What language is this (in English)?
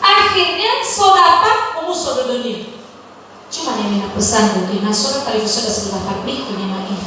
Nias